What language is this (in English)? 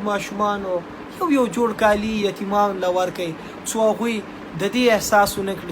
Pashto